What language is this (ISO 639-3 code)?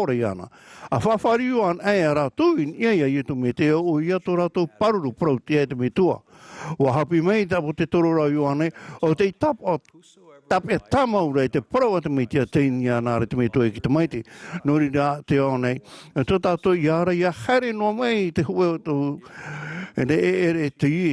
tah